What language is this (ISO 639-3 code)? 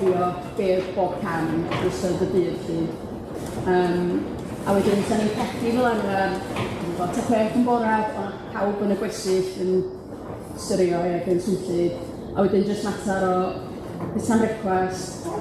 cym